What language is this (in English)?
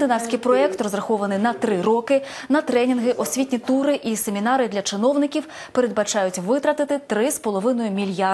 Ukrainian